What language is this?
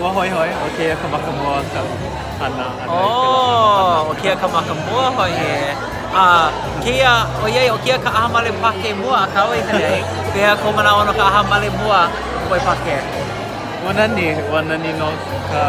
Hawaiian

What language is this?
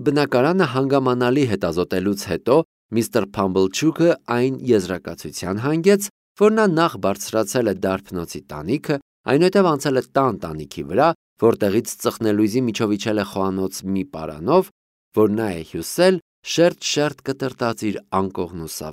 Armenian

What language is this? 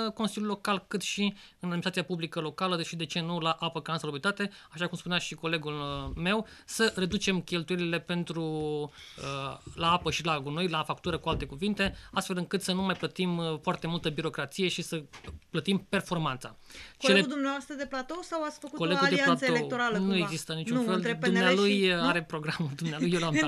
Romanian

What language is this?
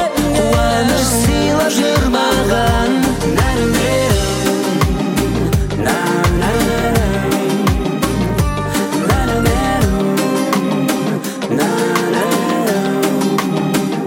Kazakh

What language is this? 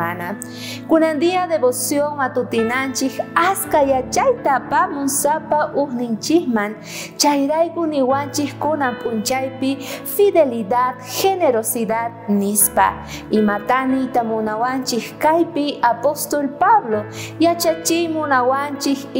South Bolivian Quechua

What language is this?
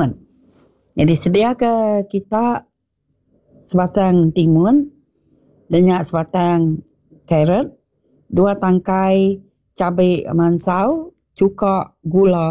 Iban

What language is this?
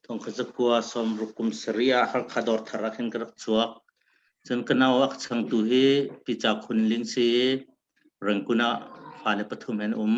Hakha Chin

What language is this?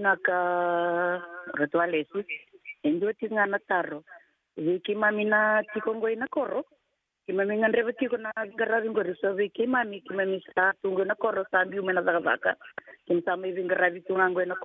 Fijian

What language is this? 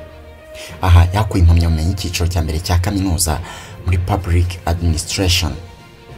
Kinyarwanda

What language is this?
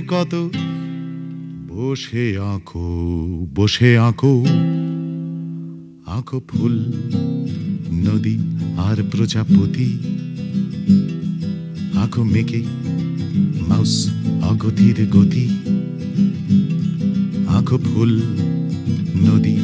Bangla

